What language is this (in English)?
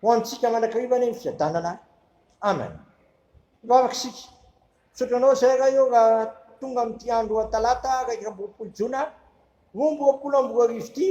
Malagasy